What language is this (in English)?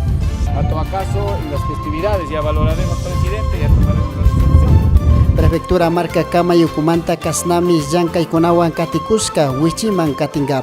Chimborazo Highland Quichua